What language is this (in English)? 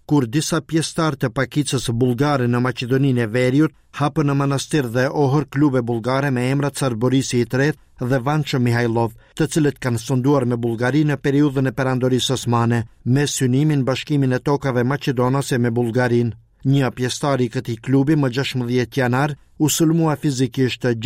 Albanian